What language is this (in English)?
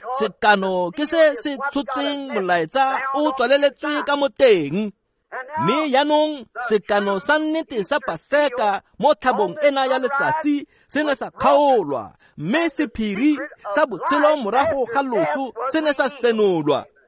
Tswana